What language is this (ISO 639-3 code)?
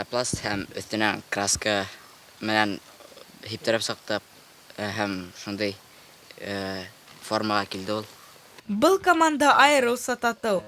bak